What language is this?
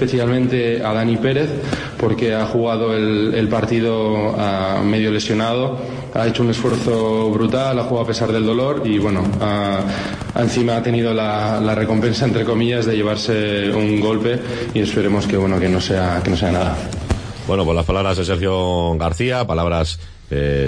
Spanish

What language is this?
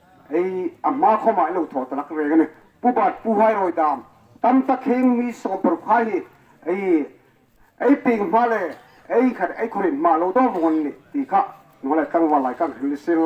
Hmar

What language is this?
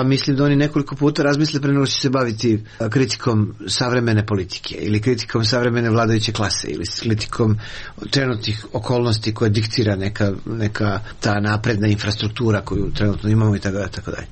Serbian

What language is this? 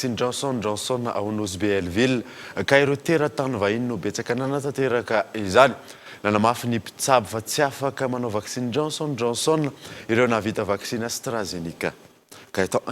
Malagasy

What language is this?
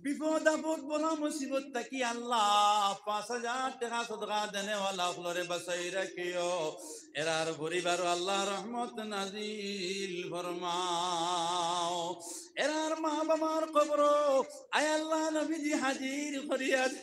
Sylheti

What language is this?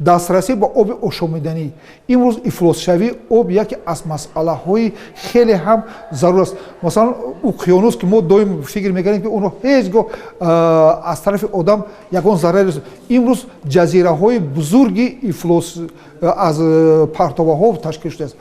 Tajik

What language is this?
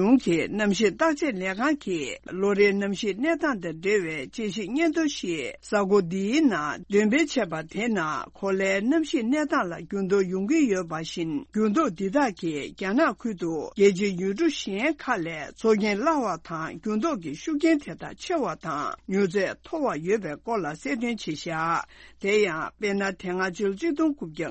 Tibetan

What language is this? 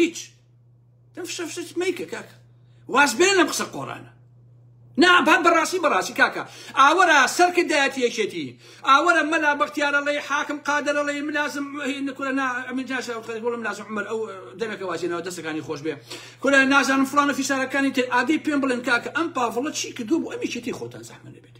Central Kurdish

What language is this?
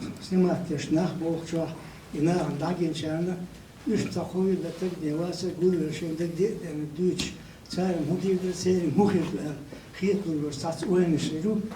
Chechen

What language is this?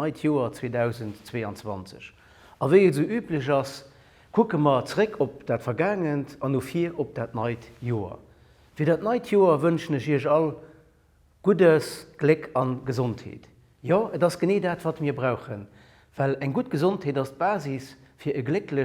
Luxembourgish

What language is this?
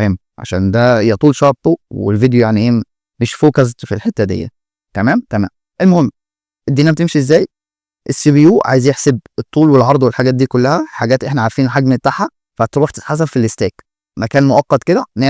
Egyptian Arabic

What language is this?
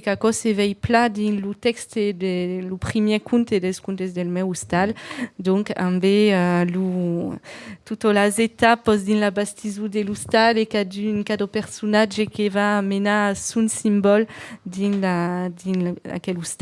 Occitan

